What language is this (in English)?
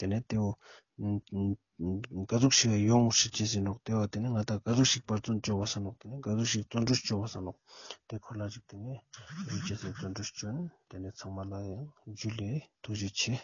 Ladakhi